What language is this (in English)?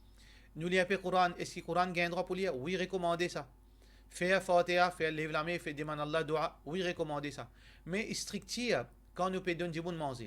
Morisyen